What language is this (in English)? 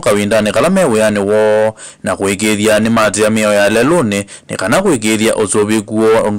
Kamba